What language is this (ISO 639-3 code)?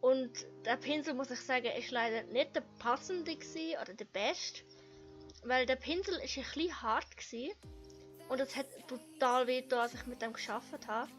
gsw